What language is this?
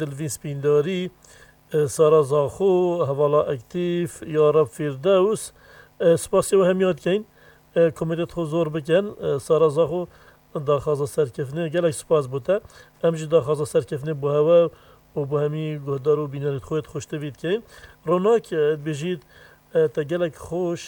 Kurdish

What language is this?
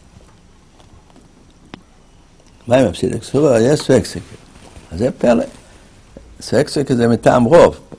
Hebrew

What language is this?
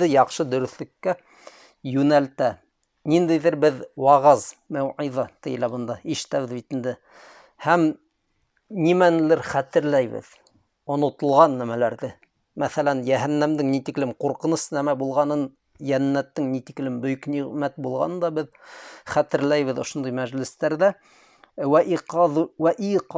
Bashkir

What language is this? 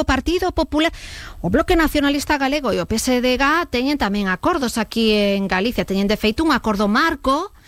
Galician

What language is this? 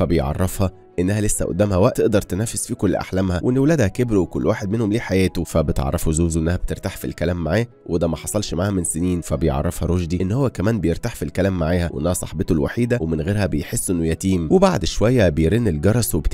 Egyptian Arabic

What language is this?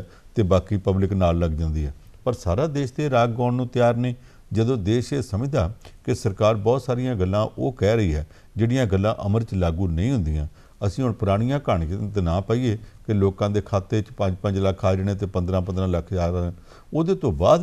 Punjabi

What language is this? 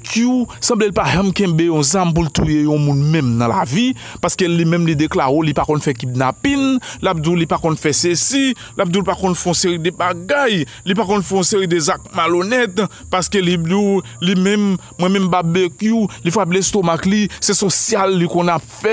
Haitian Creole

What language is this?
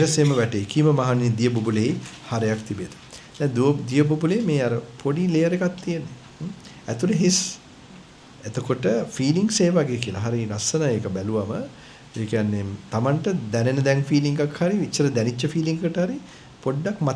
Sinhala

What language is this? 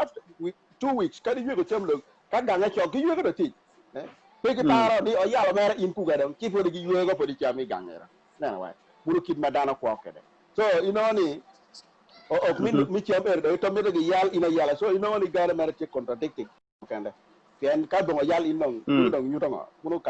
Acoli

